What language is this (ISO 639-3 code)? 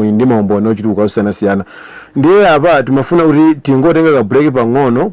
nya